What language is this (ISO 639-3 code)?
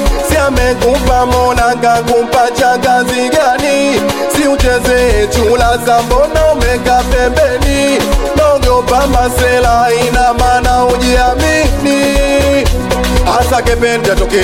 swa